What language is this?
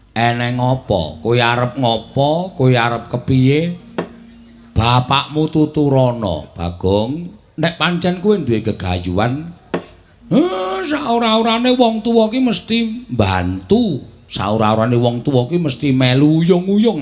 Javanese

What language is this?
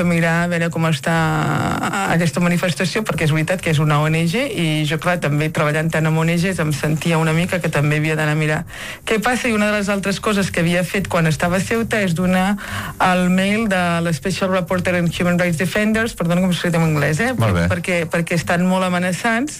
Catalan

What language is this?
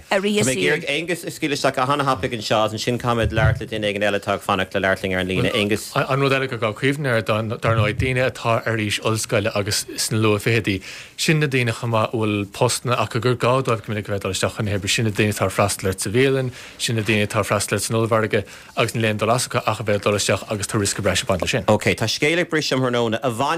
Irish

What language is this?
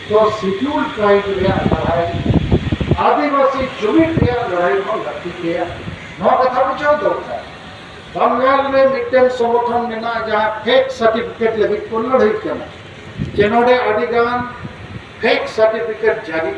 Santali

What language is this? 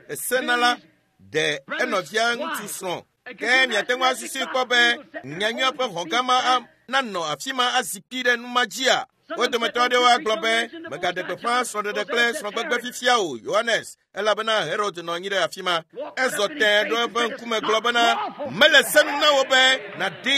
Ewe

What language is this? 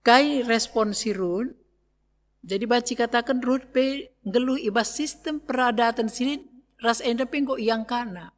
Batak Karo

